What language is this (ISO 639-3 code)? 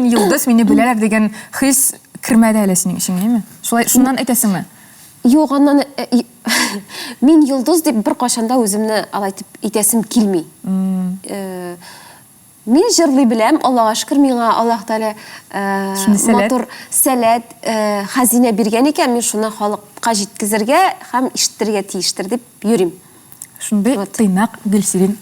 tat